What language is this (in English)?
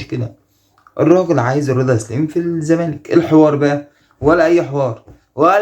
Egyptian Arabic